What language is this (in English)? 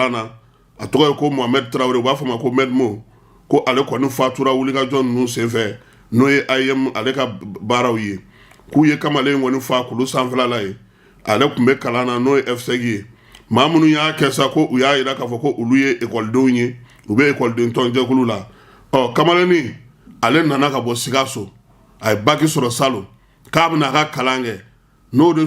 Bambara